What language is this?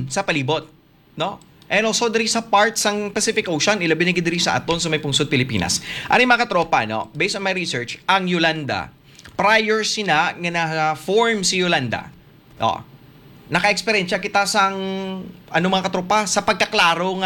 Hiligaynon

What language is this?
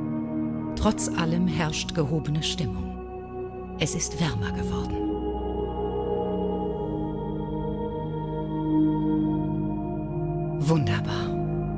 German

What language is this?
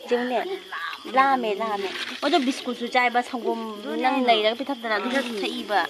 Manipuri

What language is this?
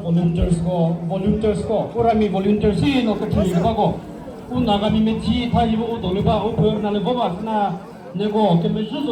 Chokri Naga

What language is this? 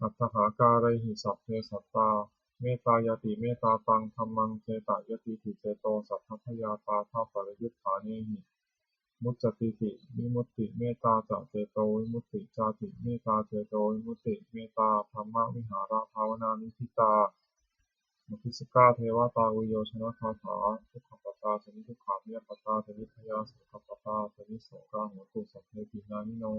Pali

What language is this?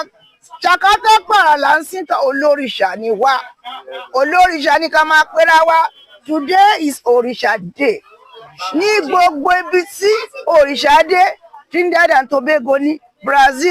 Yoruba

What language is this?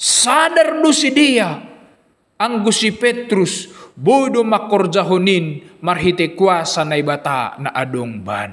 Batak Simalungun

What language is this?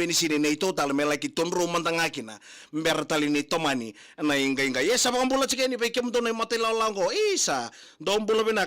Fijian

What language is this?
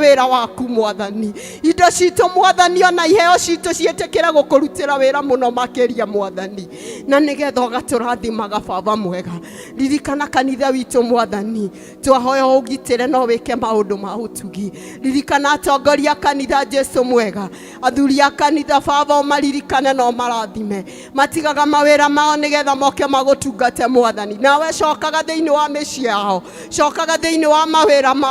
Kikuyu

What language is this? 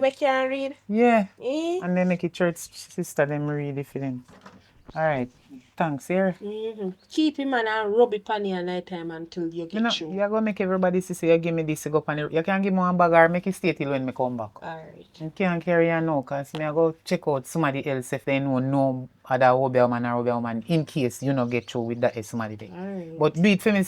Jamaican Creole English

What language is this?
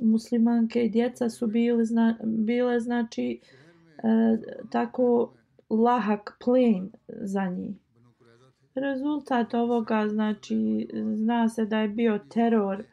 Bosnian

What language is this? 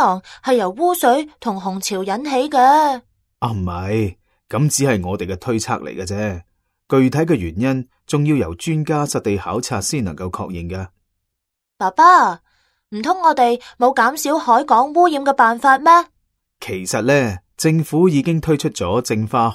Cantonese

